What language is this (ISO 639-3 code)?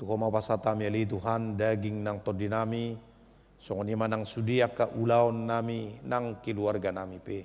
bbc